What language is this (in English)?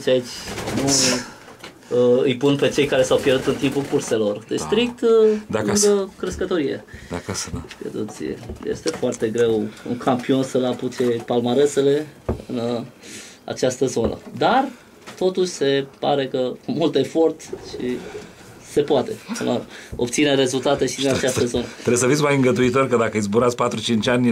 Romanian